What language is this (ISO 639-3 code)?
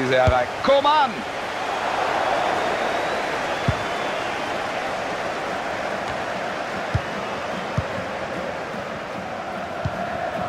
deu